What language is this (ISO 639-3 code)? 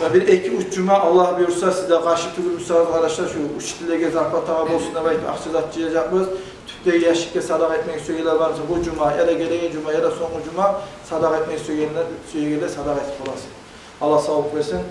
kum